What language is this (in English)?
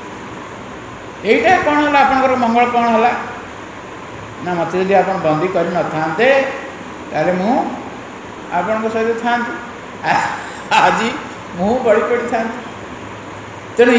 Odia